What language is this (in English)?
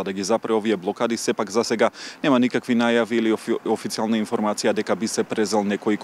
Macedonian